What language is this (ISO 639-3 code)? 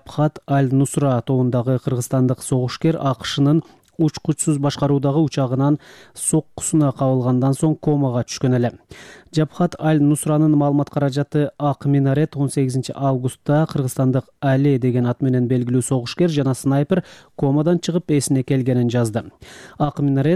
kir